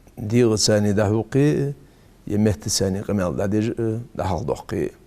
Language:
Ingush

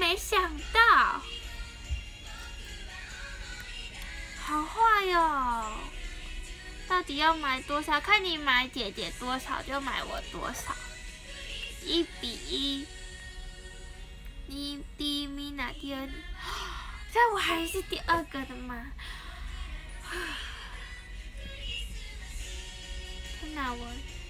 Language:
Chinese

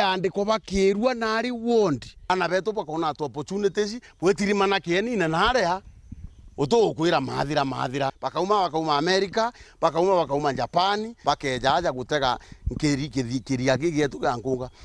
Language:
Meru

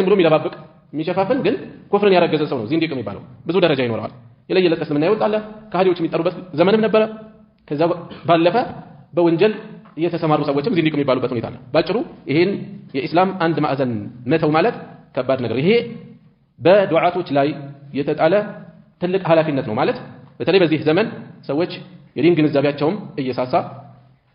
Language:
Amharic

